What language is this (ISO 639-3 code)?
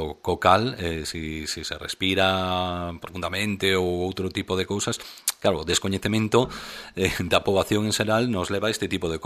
glg